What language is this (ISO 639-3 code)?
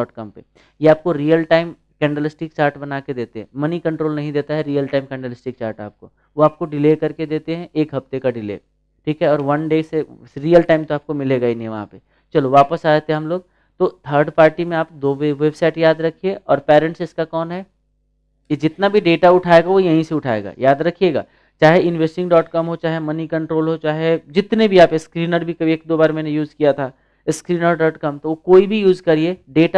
hin